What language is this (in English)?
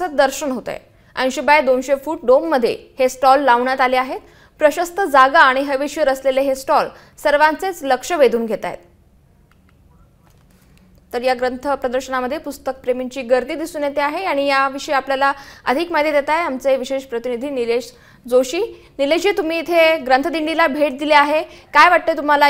Marathi